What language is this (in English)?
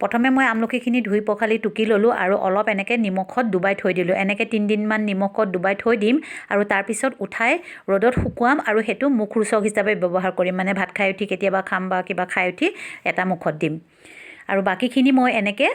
Assamese